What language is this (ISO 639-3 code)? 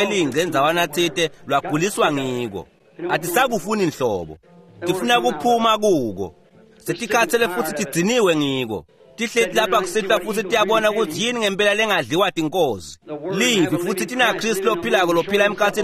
ssw